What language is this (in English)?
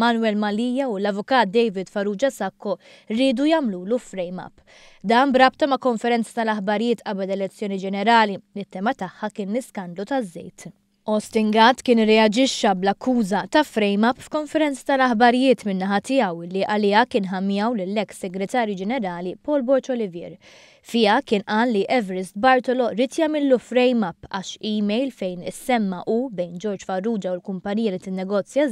Maltese